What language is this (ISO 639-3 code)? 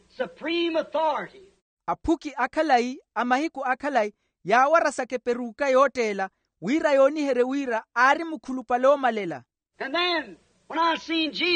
vmw